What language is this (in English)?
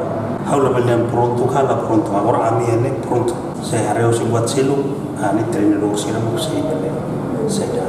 Tetum